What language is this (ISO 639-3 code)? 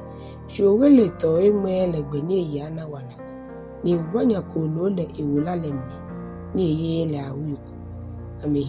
gaa